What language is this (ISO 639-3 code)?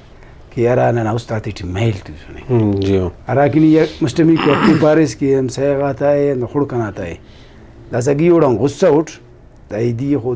brh